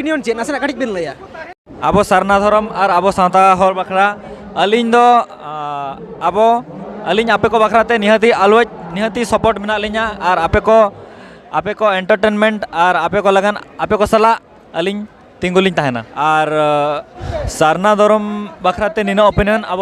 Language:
Santali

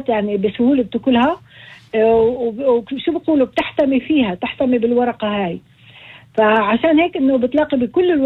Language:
North Levantine Arabic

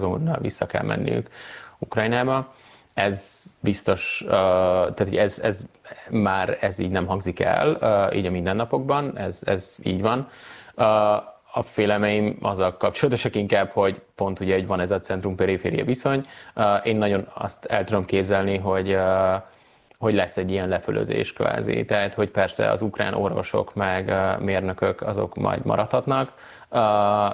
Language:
Hungarian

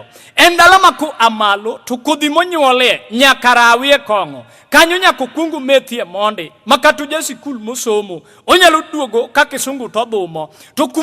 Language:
Luo (Kenya and Tanzania)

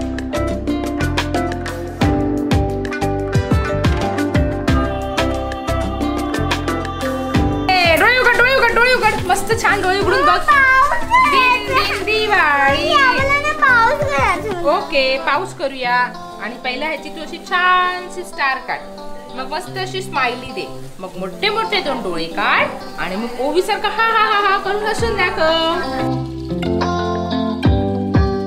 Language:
Marathi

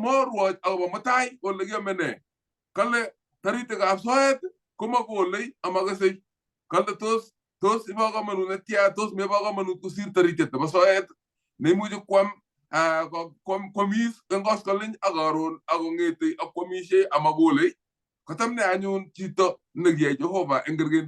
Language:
Kalenjin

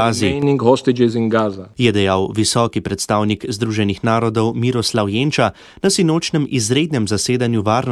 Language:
Slovenian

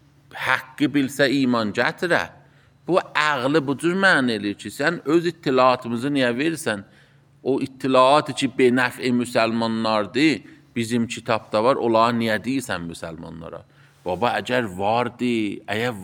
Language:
Azerbaijani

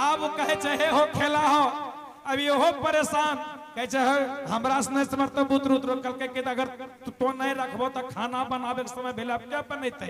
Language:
Magahi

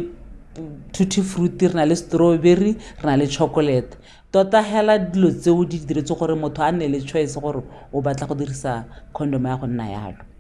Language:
Tswana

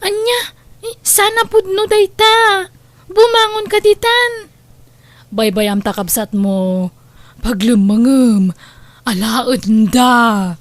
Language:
Iloko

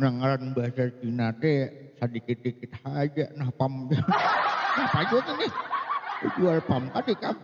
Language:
Banjar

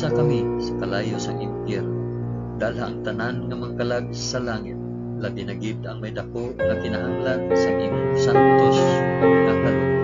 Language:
Hiligaynon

